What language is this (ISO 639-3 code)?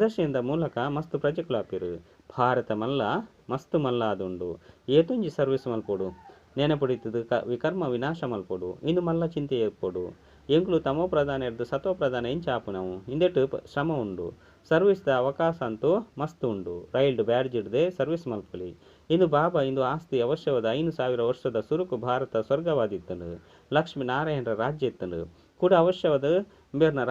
tcy